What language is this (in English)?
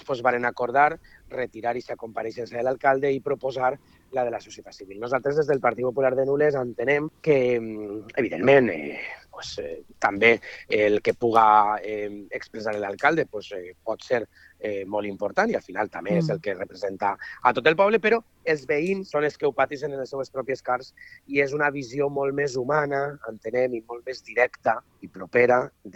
Catalan